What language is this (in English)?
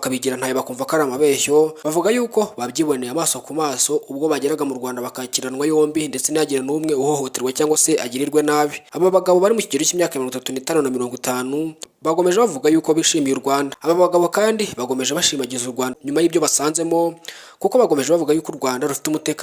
Kinyarwanda